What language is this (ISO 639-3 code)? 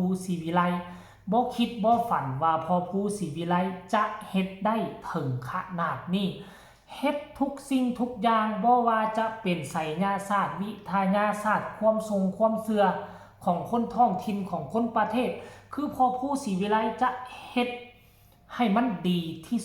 lao